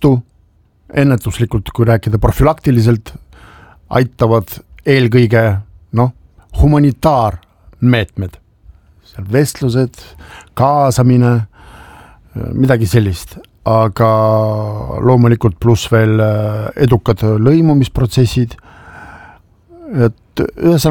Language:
Estonian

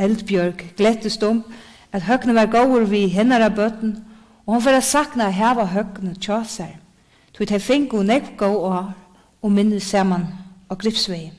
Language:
Faroese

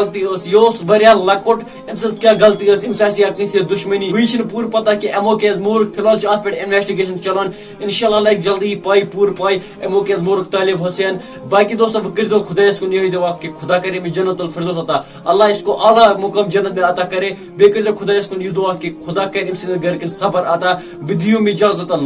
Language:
Kashmiri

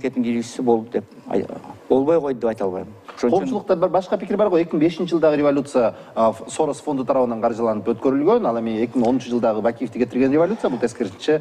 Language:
Kyrgyz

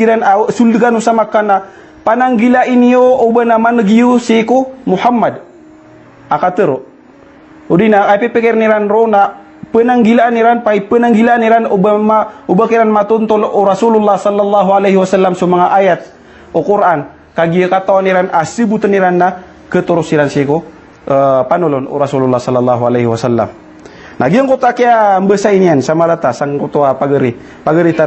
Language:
Maranao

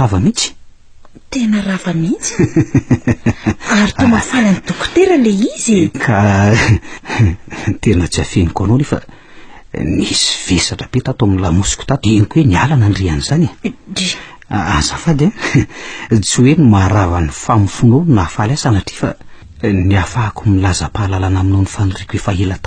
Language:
Malagasy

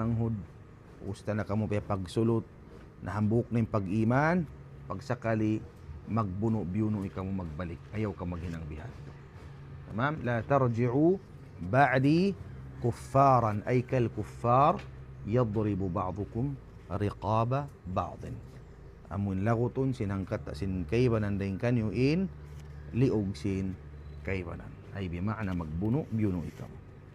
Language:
Tausug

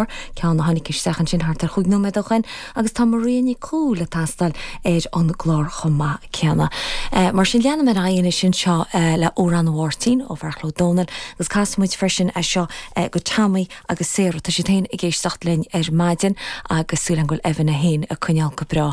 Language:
Irish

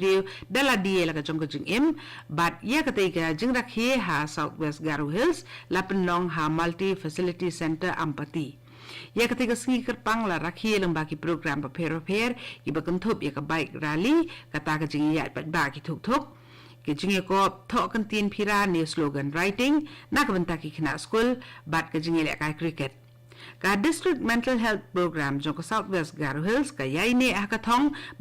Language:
Khasi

